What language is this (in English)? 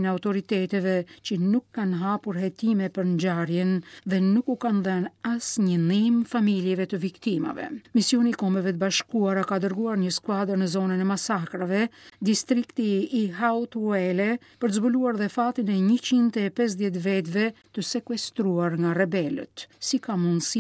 Albanian